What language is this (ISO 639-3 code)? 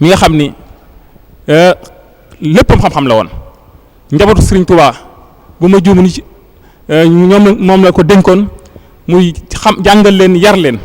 wol